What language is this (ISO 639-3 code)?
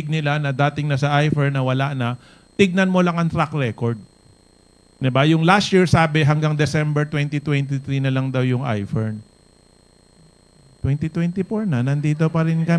fil